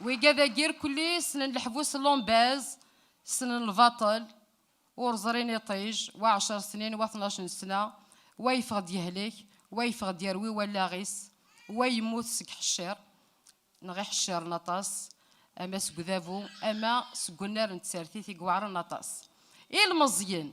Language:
Kabyle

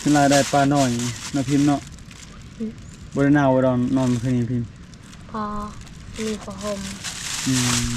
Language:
Lao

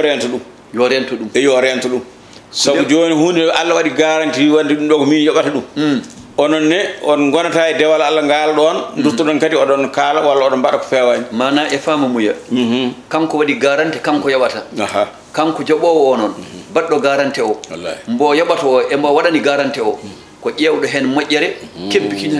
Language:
Fula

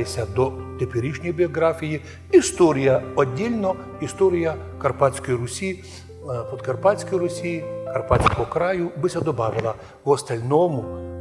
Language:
Rusyn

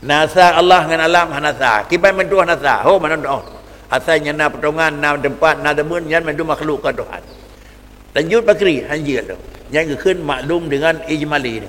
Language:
Achinese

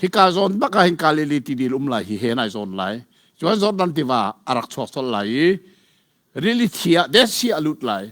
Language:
Hakha Chin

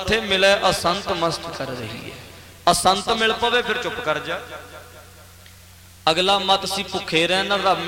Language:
Punjabi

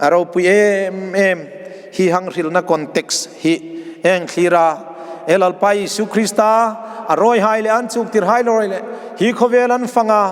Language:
Hmar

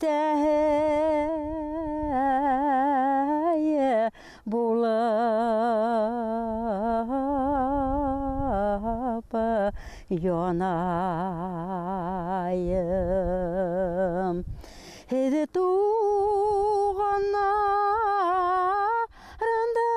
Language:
Bashkir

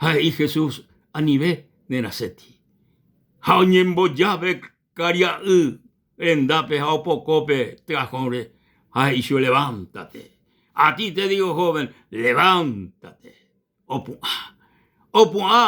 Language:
Guarani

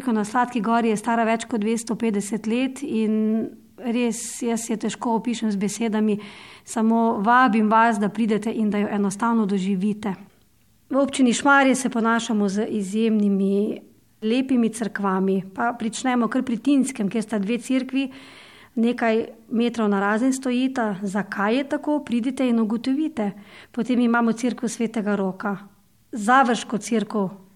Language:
Slovenian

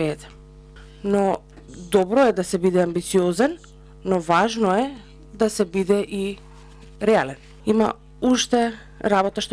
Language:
Macedonian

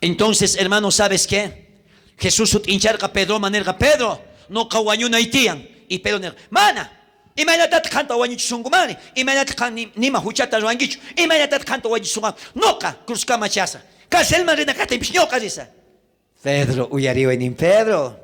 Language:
South Bolivian Quechua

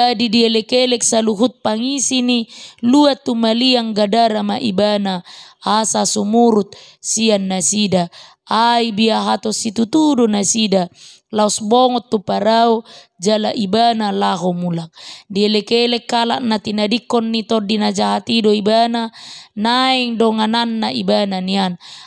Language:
Batak Toba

